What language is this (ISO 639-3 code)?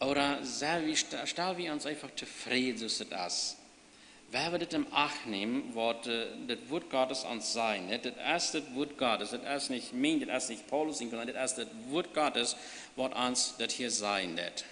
pdt